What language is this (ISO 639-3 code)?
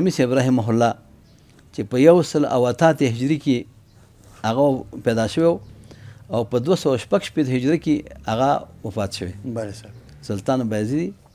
pus